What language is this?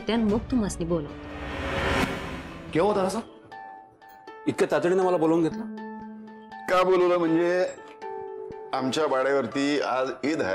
Marathi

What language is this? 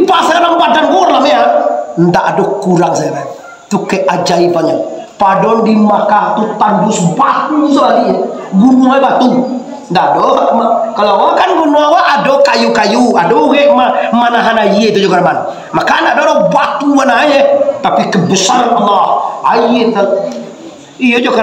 Minangkabau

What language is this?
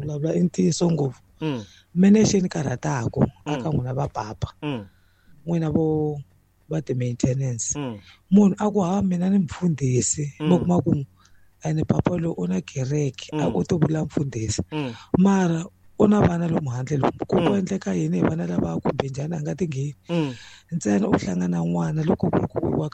Tsonga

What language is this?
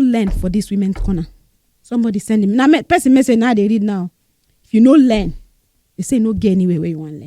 Nigerian Pidgin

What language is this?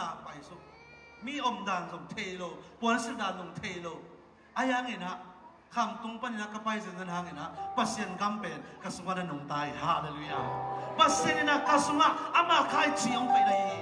Tedim Chin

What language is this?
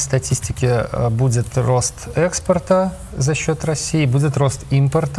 Russian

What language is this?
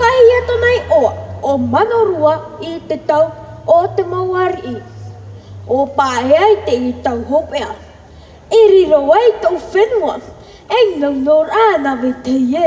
Tahitian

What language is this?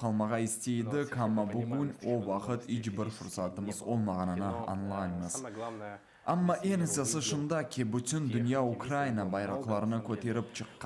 Crimean Tatar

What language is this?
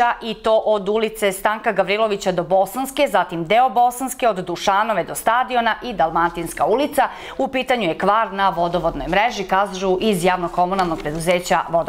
Serbian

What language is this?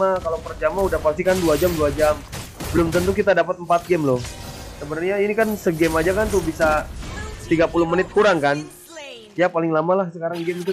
Indonesian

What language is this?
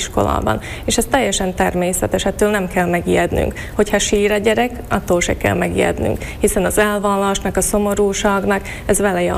Hungarian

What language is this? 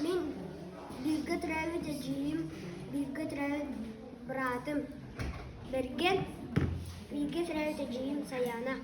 Yakut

